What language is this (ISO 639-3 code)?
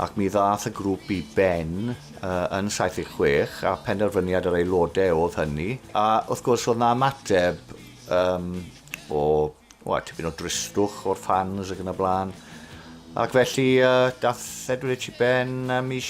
cym